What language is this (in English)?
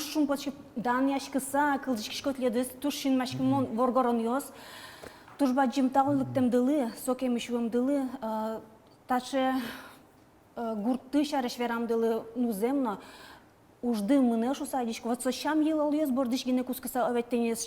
Udmurt